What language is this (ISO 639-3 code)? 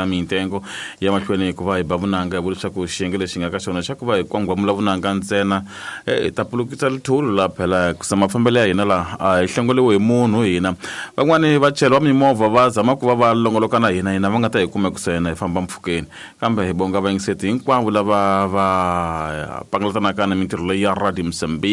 tso